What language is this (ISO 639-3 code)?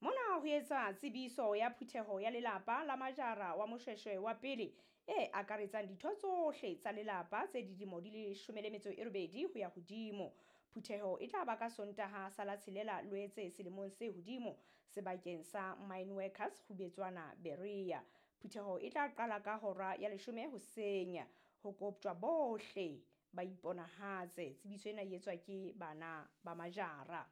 sot